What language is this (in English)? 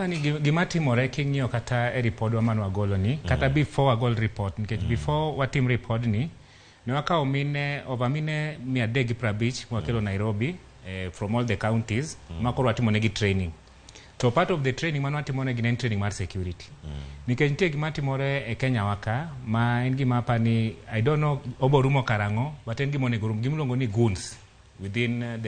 Luo (Kenya and Tanzania)